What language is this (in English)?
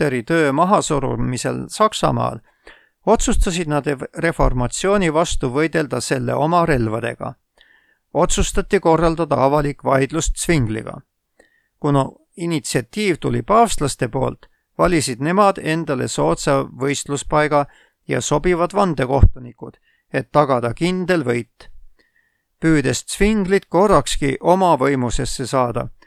Estonian